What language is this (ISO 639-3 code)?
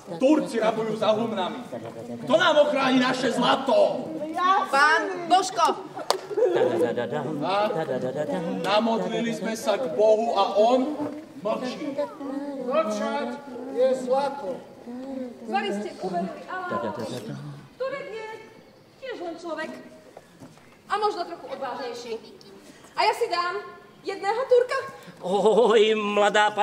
slk